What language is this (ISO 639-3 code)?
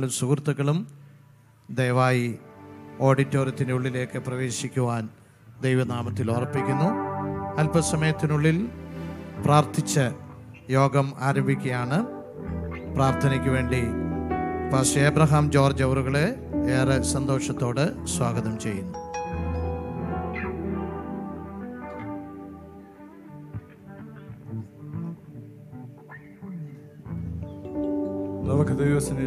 mal